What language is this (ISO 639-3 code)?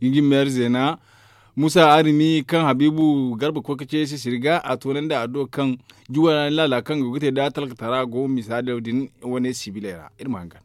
dje